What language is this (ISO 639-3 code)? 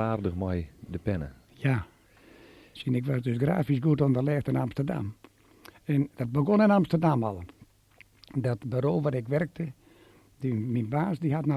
fry